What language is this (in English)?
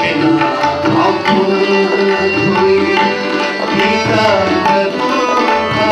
Dogri